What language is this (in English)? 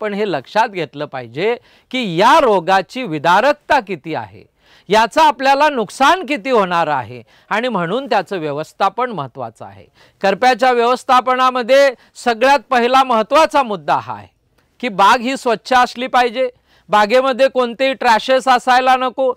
Marathi